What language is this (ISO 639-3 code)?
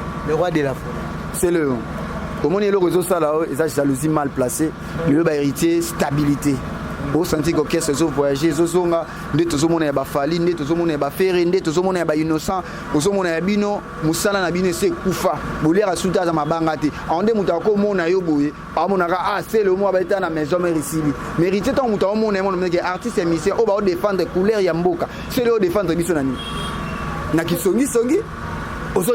lin